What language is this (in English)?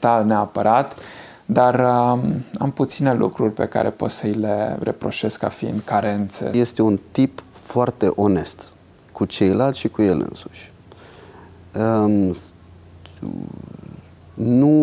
Romanian